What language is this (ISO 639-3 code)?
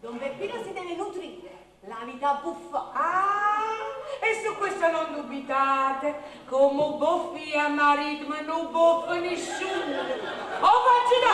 nap